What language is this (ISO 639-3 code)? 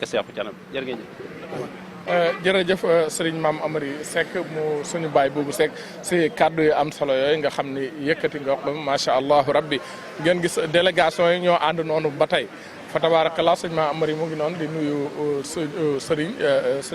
wol